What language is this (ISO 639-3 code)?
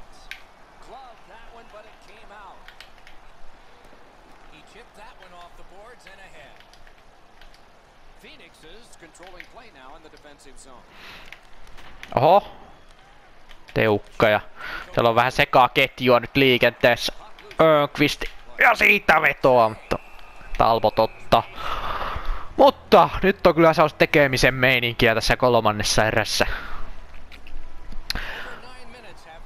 fin